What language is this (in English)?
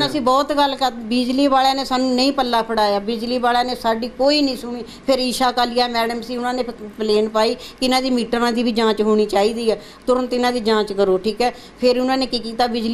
Punjabi